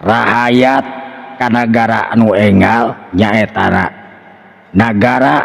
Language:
Sundanese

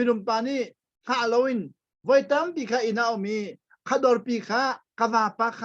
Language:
Hakha Chin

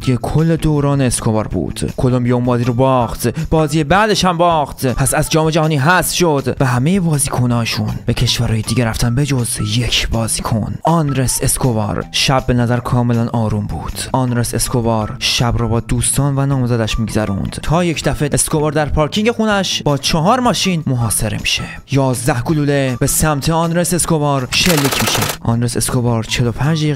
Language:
Persian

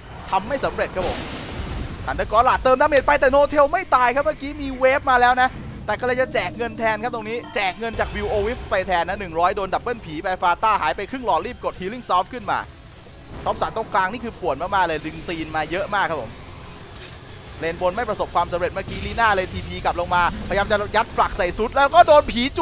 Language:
Thai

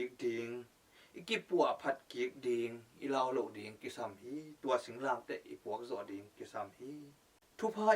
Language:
Tedim Chin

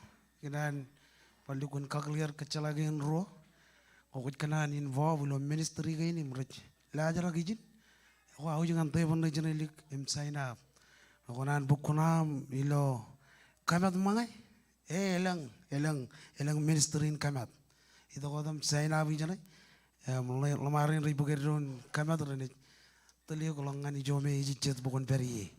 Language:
Marshallese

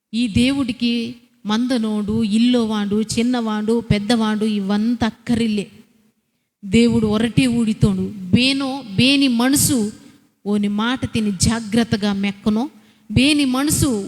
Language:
Koya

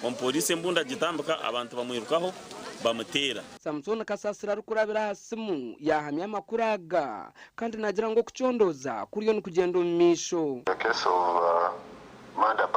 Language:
Nyankole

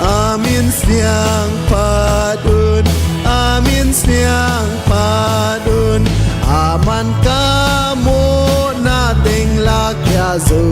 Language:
Tedim Chin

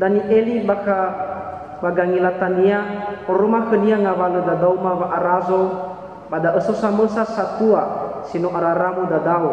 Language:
Nias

